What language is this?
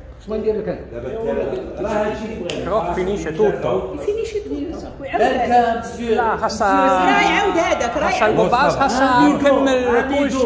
Moroccan Arabic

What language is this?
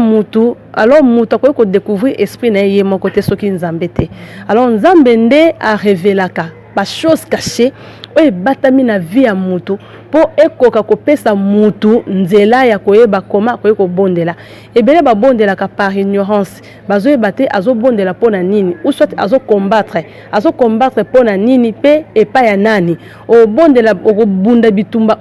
Lingala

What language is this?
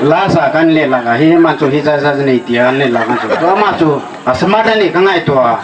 Hmar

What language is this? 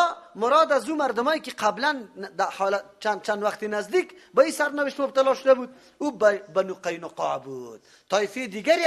Persian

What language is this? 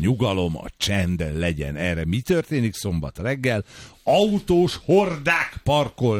Hungarian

